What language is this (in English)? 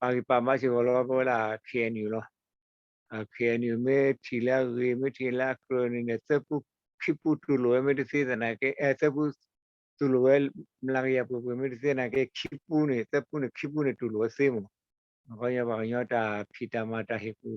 S'gaw Karen